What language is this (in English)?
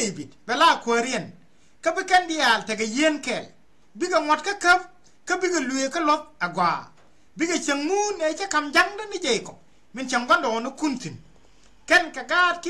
Nuer